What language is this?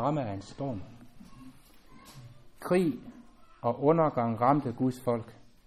Danish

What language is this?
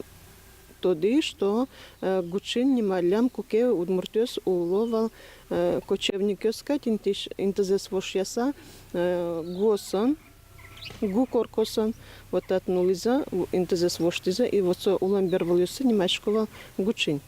Udmurt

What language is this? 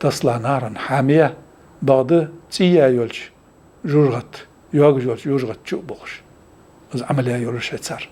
Ingush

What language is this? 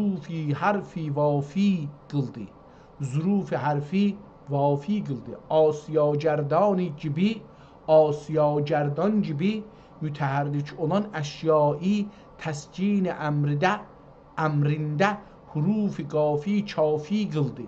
South Azerbaijani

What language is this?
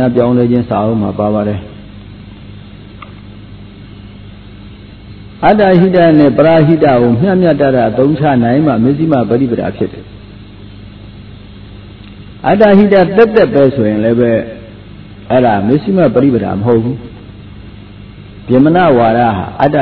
Burmese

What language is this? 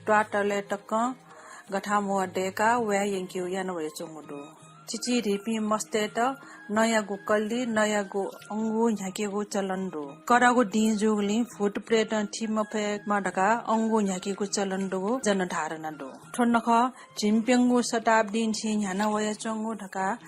Newari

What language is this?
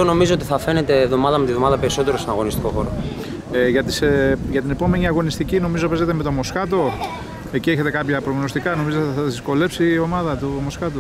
Greek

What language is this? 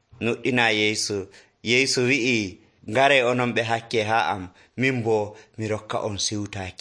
Nigerian Fulfulde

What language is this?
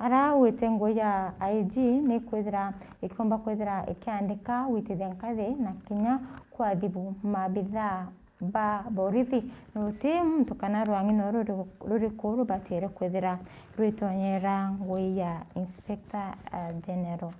Meru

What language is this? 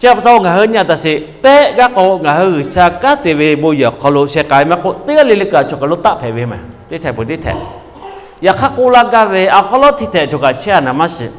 Lahu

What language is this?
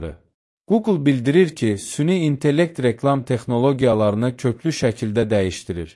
Azerbaijani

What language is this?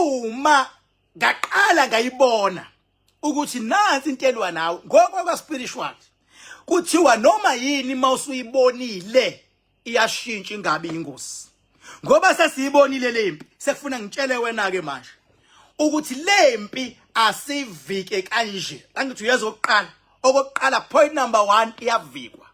Zulu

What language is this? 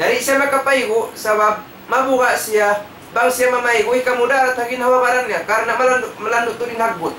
Tausug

